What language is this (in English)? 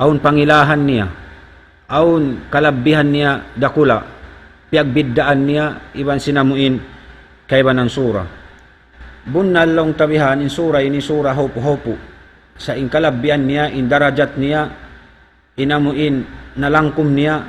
Tausug